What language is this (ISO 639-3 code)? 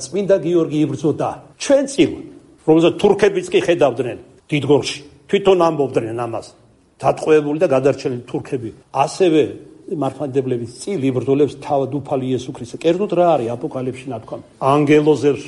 kat